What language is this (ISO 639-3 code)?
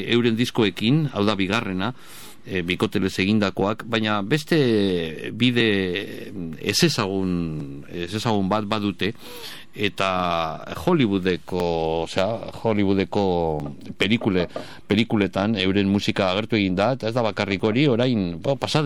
eus